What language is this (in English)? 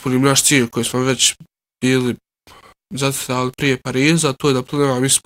Bosnian